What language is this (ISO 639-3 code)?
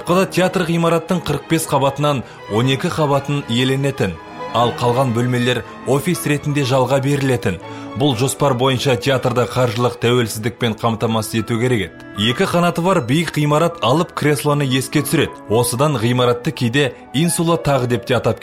kaz